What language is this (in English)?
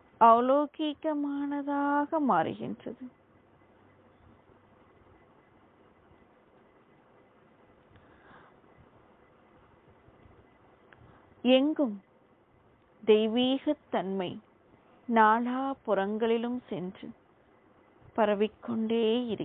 Tamil